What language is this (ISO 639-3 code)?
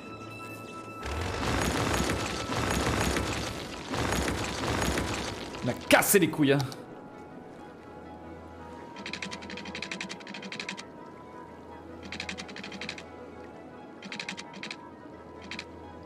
fra